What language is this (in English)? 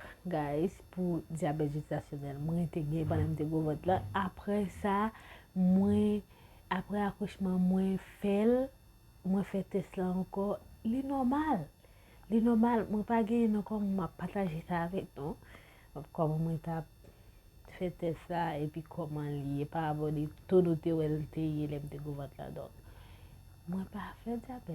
Haitian Creole